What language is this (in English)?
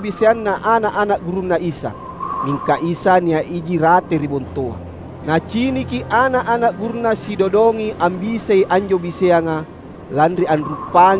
Makasar